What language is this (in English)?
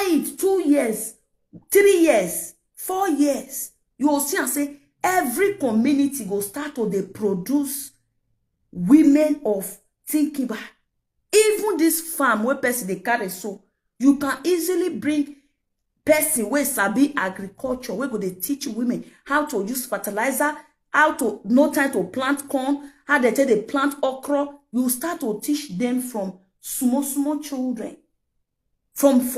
Nigerian Pidgin